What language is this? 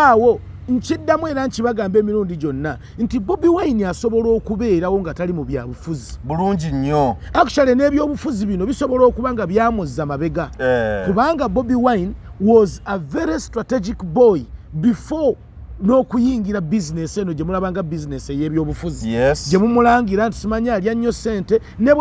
Ganda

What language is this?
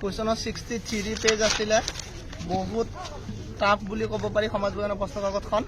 Assamese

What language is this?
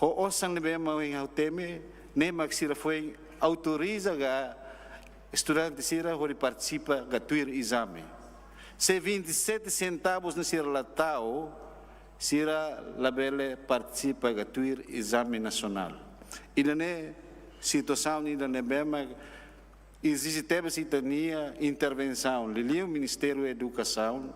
Tetum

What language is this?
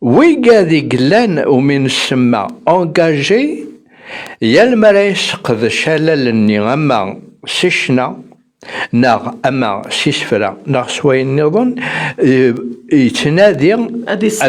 Kabyle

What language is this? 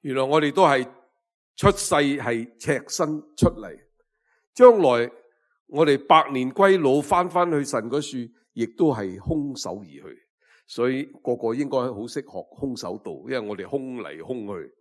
Cantonese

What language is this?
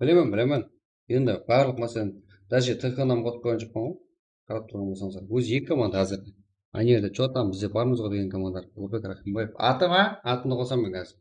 Kara-Kalpak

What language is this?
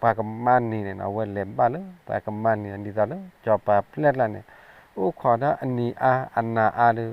S'gaw Karen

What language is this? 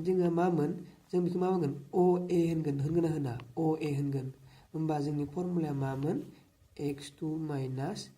Bodo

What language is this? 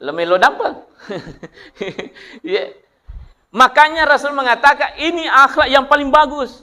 Buginese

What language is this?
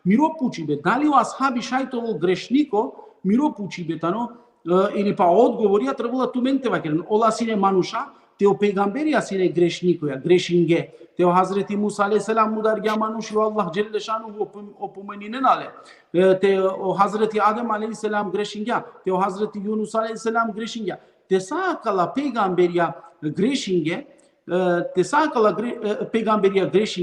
Balkan Romani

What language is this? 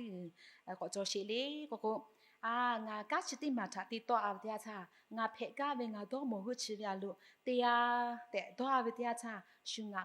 Lahu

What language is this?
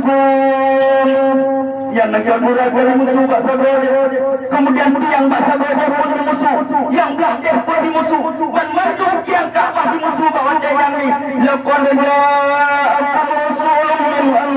Achinese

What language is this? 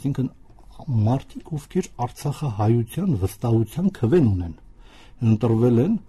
Armenian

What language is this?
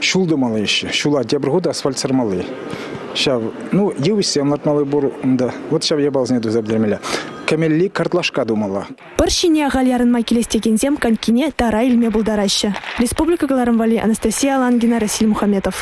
Chuvash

